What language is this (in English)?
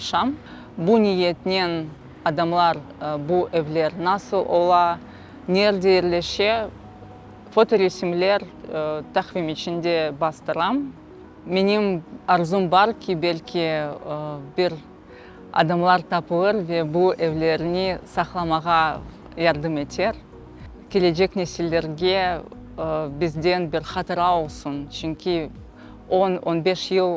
Crimean Tatar